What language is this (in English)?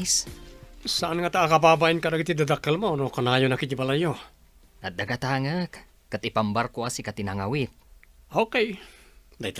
Iloko